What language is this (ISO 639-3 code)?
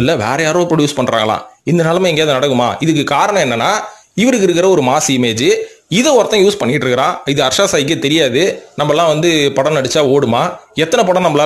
tam